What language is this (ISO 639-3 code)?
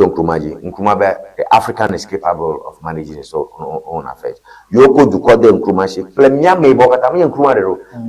ewe